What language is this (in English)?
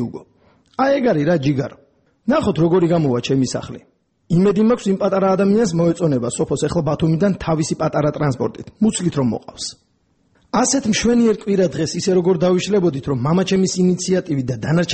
Georgian